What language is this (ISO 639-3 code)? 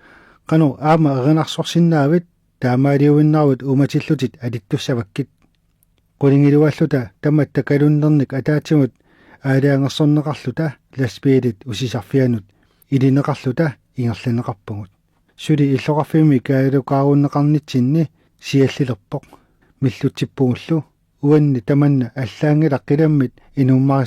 kal